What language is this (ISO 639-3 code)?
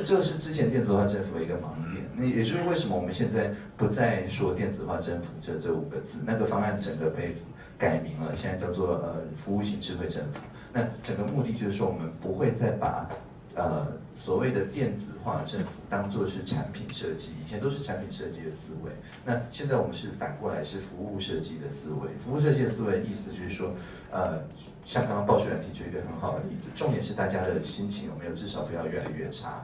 zho